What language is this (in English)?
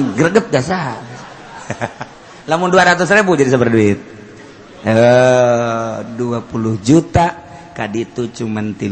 Sundanese